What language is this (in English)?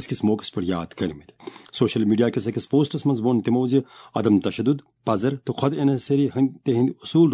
Kashmiri